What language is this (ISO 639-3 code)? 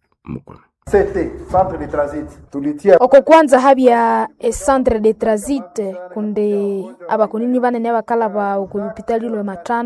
nnb